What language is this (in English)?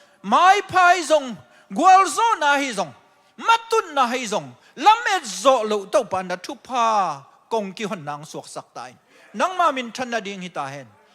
Tedim Chin